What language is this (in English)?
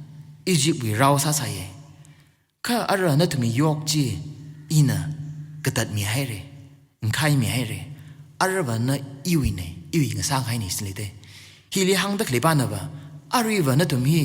Tangkhul Naga (India)